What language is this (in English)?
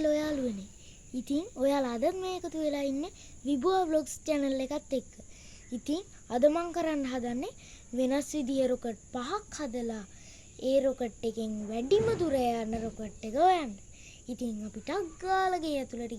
Sinhala